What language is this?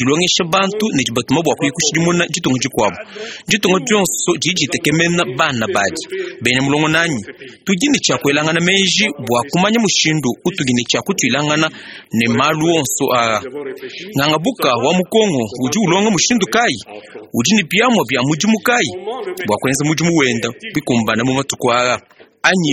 Luba-Lulua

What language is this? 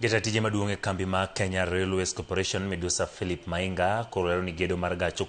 Luo (Kenya and Tanzania)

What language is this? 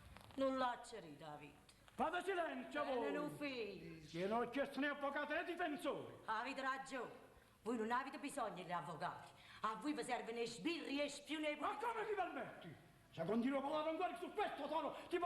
Neapolitan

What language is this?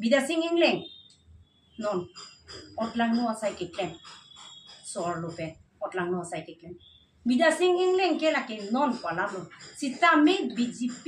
Karbi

